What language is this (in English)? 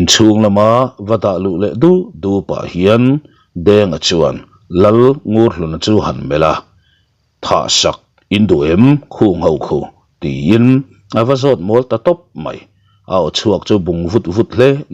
Mizo